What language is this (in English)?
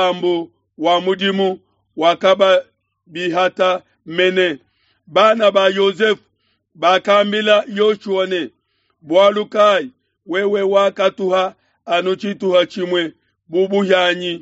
Luba-Lulua